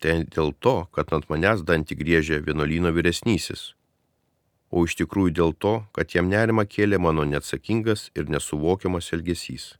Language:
Lithuanian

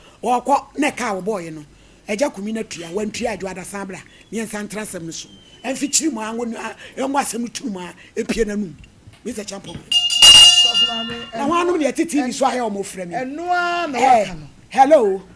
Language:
Akan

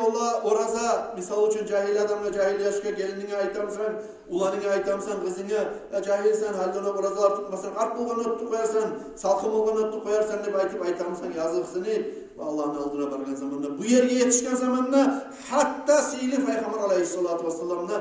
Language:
Kumyk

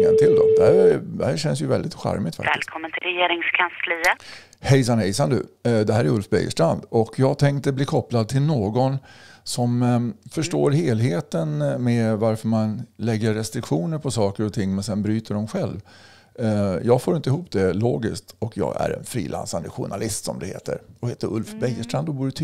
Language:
Swedish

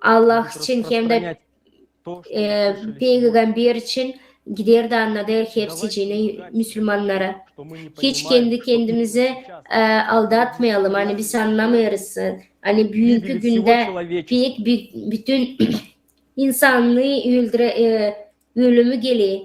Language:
Gagauz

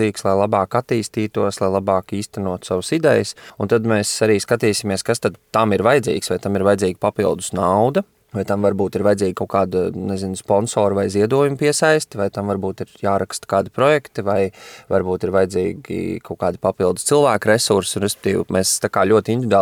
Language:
Latvian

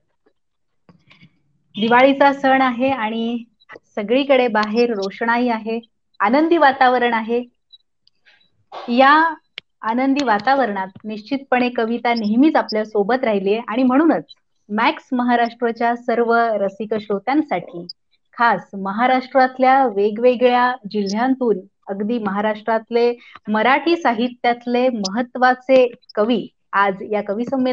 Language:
Marathi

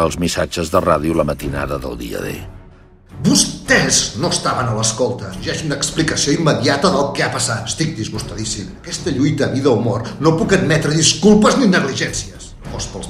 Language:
Catalan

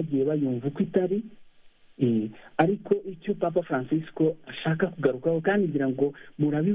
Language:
Kinyarwanda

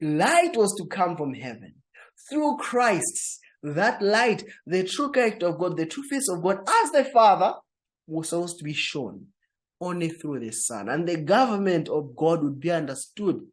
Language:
English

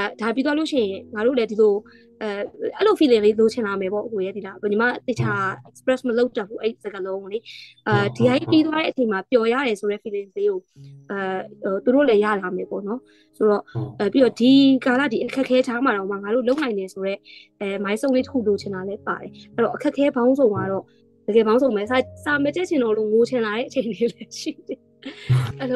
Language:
Burmese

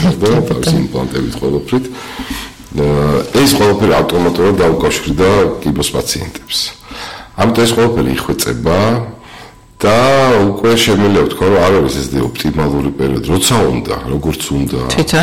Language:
Georgian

